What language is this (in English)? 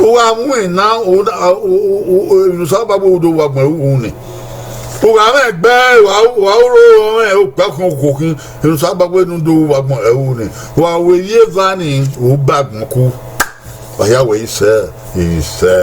Bini